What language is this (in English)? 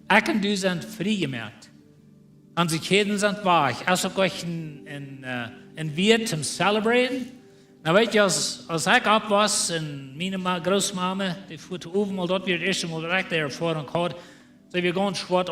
Plautdietsch